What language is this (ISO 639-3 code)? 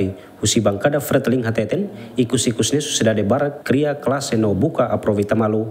tet